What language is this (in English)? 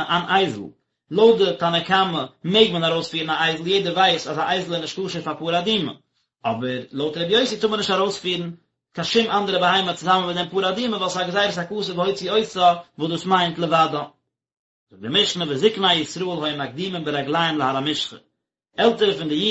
Yiddish